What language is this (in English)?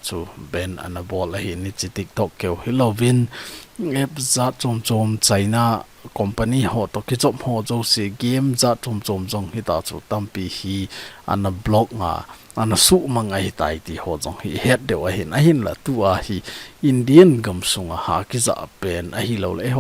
Thado Chin